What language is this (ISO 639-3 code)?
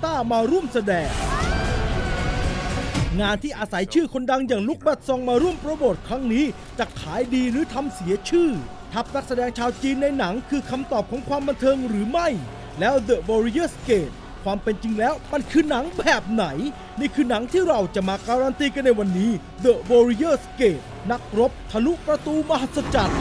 tha